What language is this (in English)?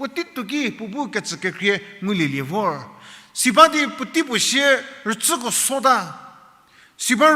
Angami Naga